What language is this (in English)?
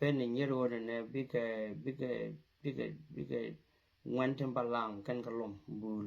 Nuer